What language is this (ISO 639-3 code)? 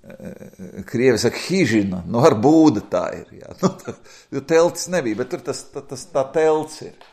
lav